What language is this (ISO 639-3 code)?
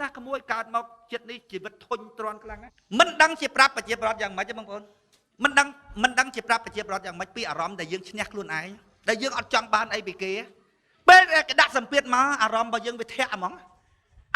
khm